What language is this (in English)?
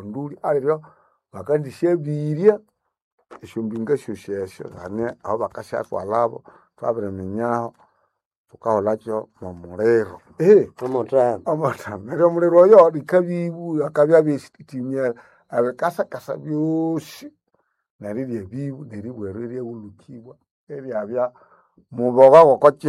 Nande